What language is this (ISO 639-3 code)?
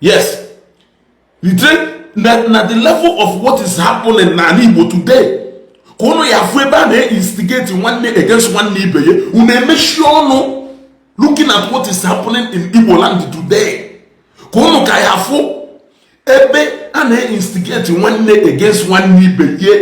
ibo